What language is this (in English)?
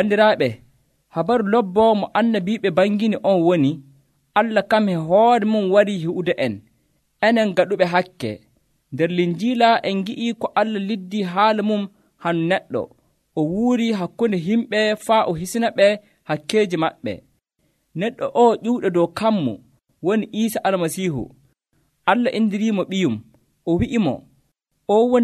Nigerian Fulfulde